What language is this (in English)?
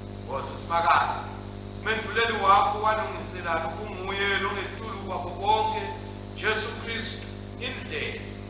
Swati